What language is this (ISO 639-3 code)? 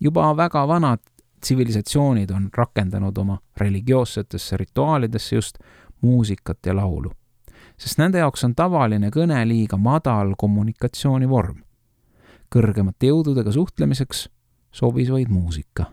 est